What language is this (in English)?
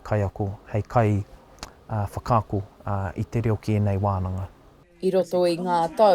Māori